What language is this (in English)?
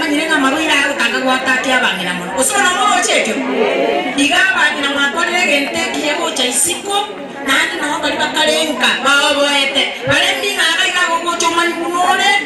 Gusii